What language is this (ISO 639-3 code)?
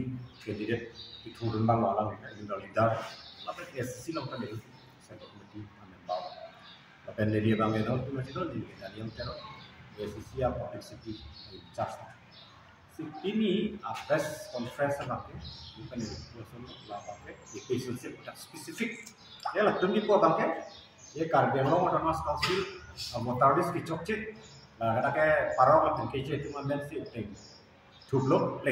mjw